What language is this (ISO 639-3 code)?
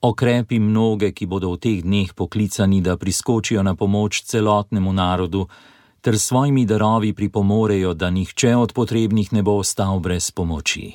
slv